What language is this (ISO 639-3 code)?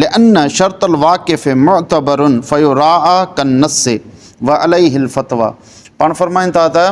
snd